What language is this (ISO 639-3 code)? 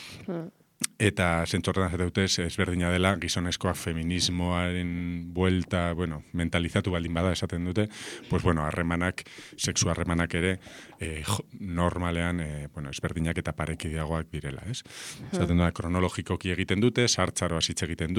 eus